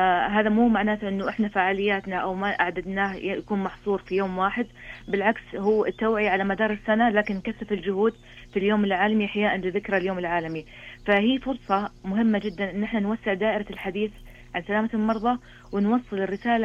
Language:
Najdi Arabic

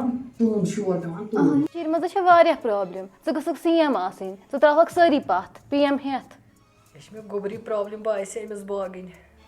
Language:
Kashmiri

